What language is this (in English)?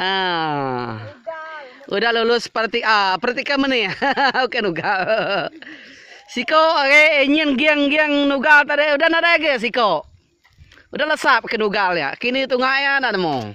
Iban